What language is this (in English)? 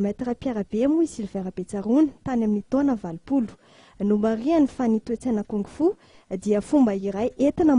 Malagasy